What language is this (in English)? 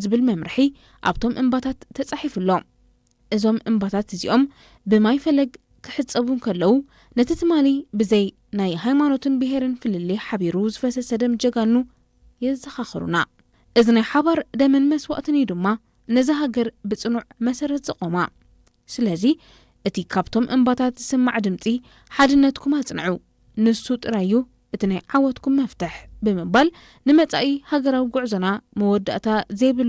Tigrinya